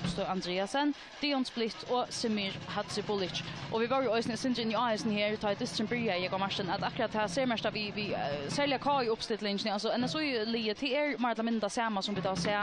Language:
Faroese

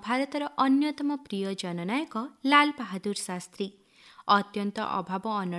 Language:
Odia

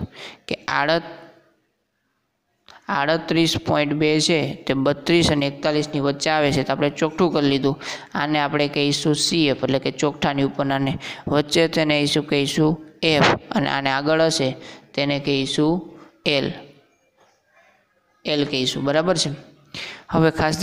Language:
Gujarati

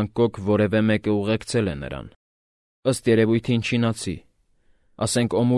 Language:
Armenian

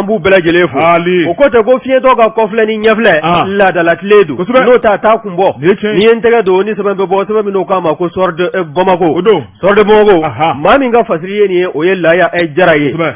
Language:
Bambara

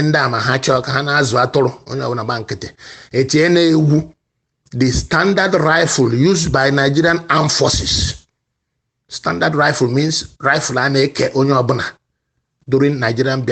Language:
Igbo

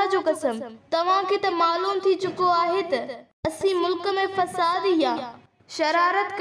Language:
Sindhi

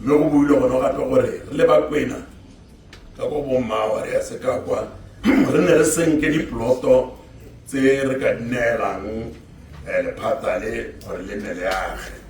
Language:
Tswana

